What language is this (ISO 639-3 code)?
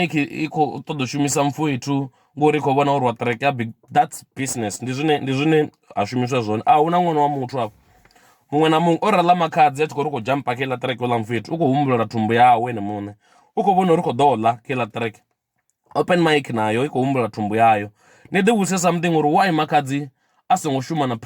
ven